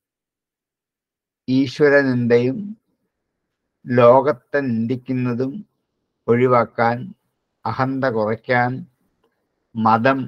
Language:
Malayalam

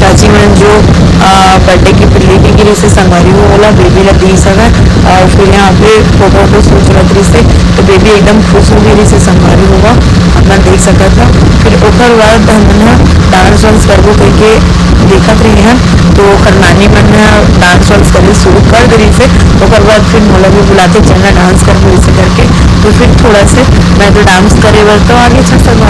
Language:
Chhattisgarhi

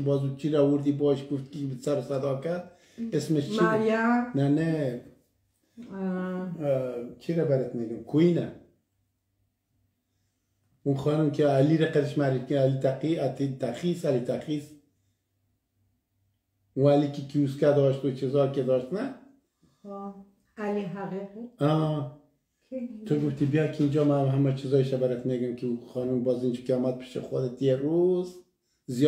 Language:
Persian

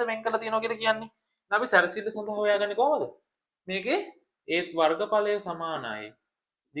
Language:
Sinhala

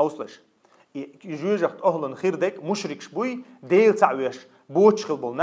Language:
Chechen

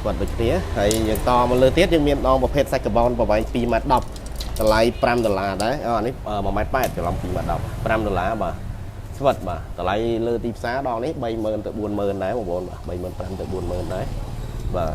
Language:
Khmer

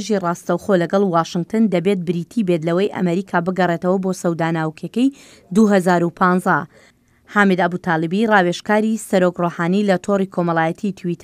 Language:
Central Kurdish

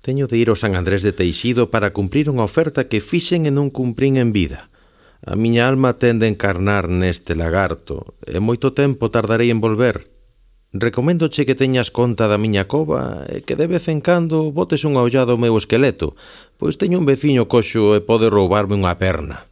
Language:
Galician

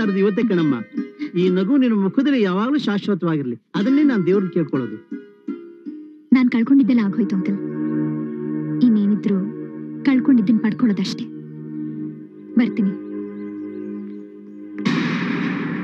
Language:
Kannada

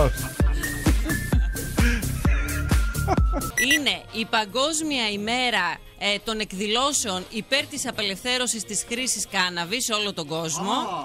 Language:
Greek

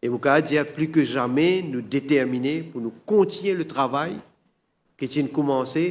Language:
Morisyen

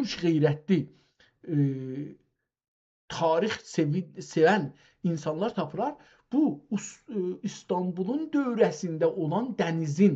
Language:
South Azerbaijani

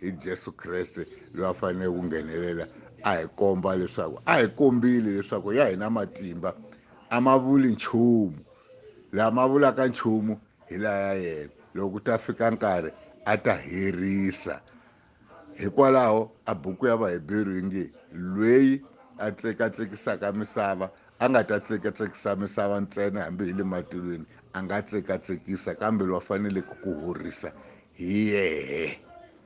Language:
Tsonga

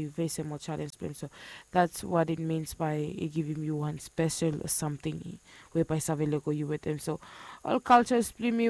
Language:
Bislama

